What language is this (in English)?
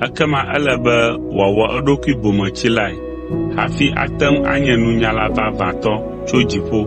Ewe